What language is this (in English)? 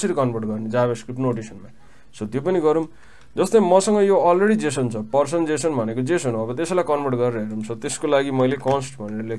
Nepali